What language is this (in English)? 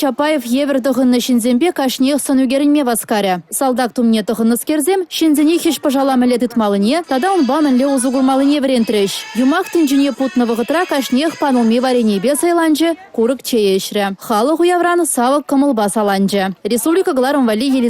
Chuvash